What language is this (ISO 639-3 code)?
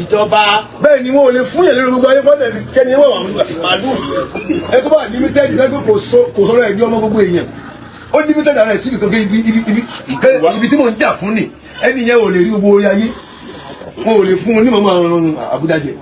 yor